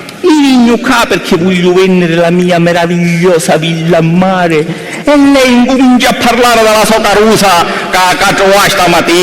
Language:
Sicilian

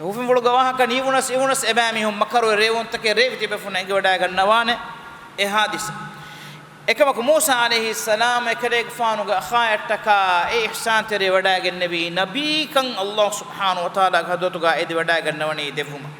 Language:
Divehi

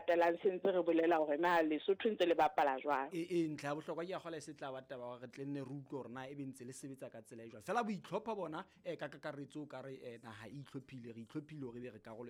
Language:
Southern Sotho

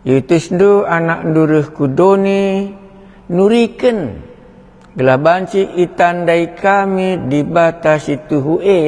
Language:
Batak Karo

